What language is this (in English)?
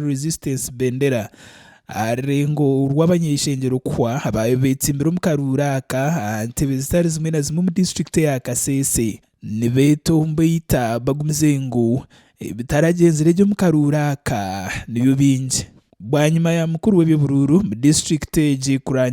Nyankole